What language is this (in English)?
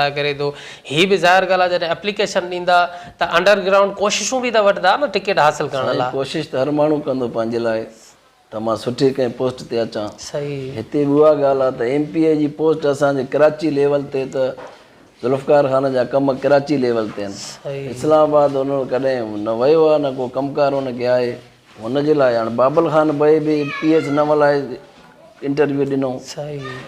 Sindhi